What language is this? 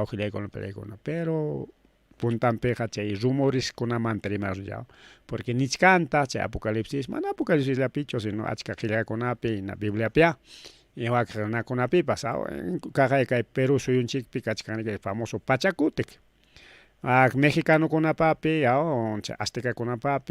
Ayacucho Quechua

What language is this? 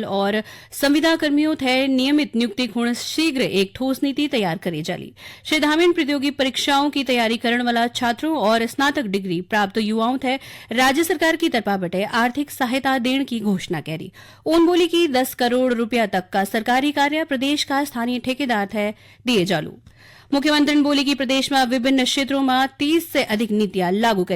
Garhwali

